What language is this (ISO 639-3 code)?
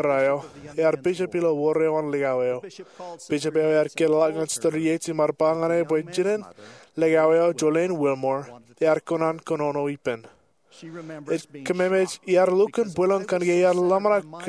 mah